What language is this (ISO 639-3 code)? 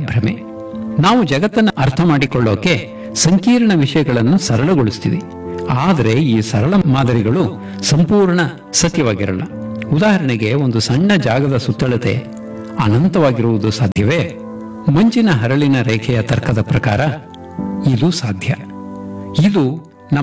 kan